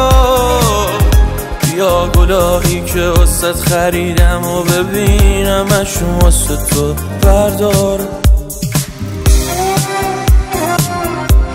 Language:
Persian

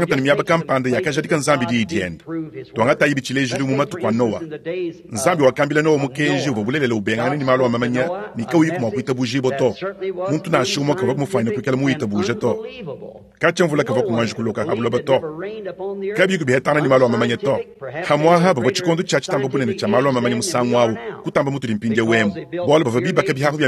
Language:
Luba-Lulua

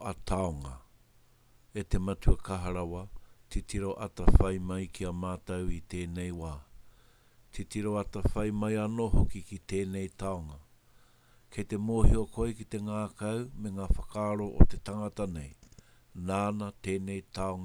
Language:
Māori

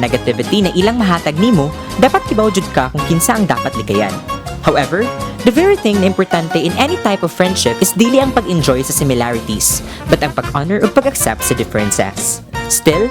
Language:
Cebuano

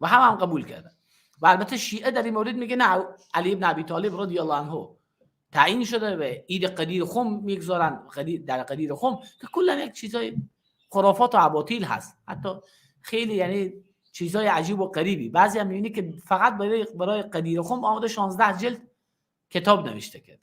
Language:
Persian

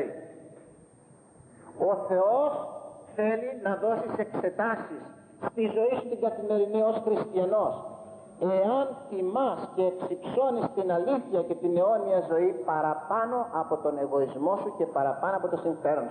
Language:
Greek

